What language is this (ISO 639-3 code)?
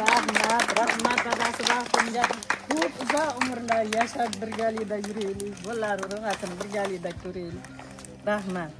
uzb